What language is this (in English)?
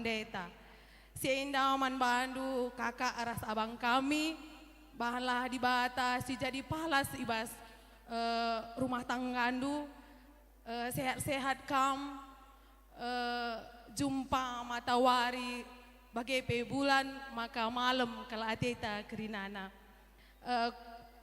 Batak Karo